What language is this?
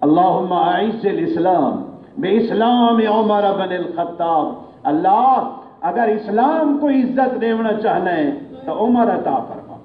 Saraiki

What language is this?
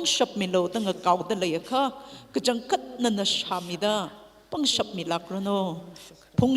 Tangkhul Naga (India)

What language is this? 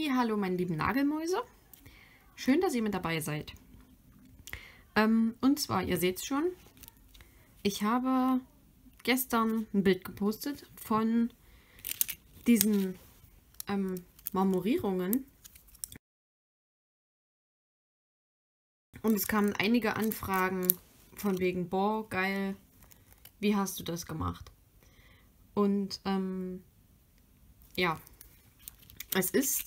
German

